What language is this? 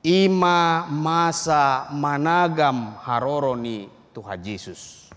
Batak Toba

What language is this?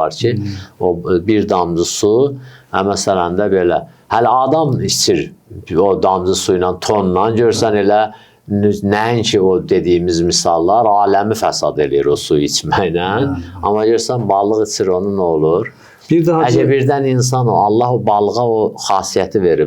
Azerbaijani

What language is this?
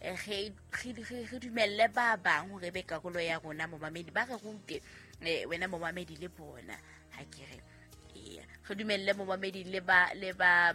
Southern Sotho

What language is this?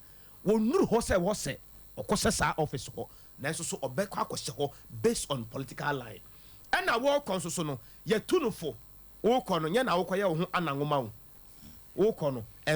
Akan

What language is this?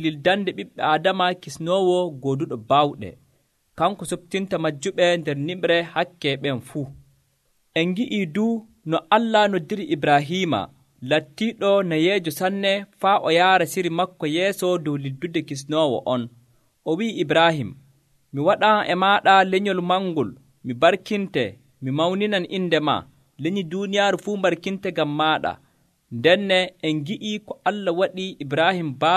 Nigerian Fulfulde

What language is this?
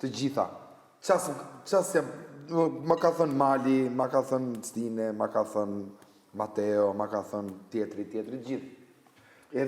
Albanian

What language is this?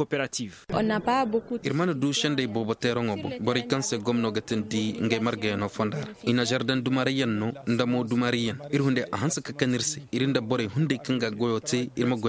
Koyraboro Senni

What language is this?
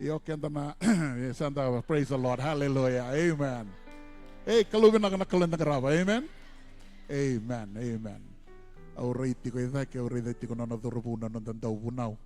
Fijian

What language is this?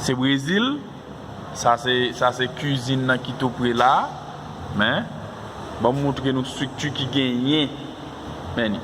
Haitian Creole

